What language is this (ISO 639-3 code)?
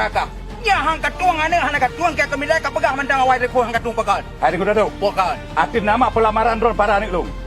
ace